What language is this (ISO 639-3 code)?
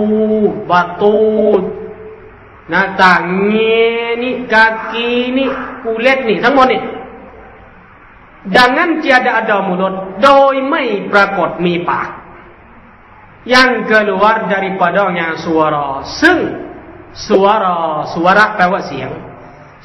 tha